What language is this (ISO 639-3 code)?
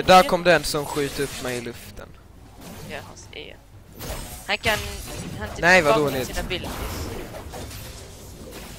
swe